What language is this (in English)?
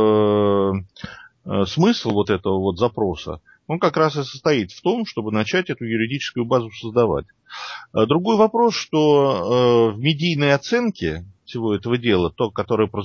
Russian